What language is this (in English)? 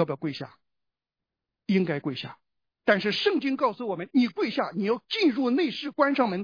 Chinese